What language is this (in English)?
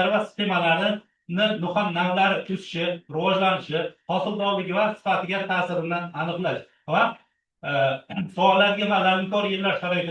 Uzbek